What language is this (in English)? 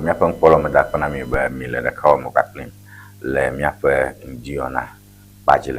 Ewe